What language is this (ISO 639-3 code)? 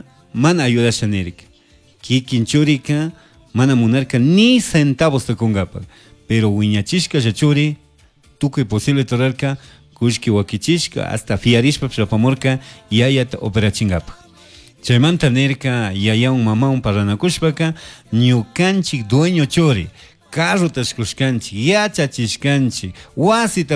qug